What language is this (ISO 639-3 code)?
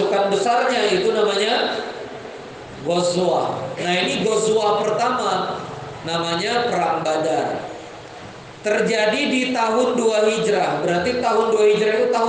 ind